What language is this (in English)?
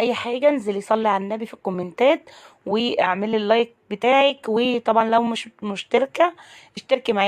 Egyptian Arabic